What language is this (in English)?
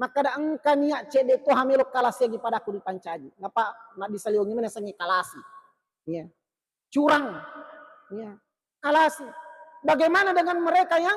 Buginese